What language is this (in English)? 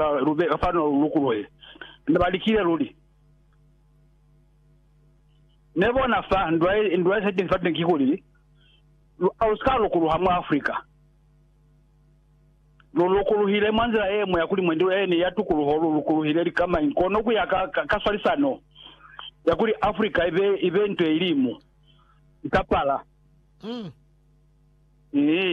Lozi